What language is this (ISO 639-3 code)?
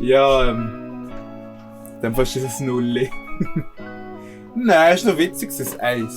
gsw